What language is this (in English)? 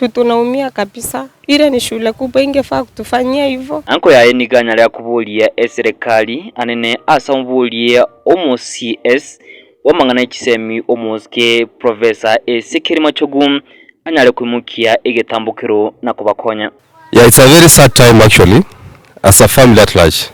Gusii